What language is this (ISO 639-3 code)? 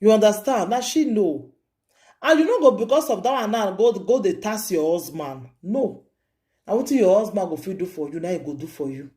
pcm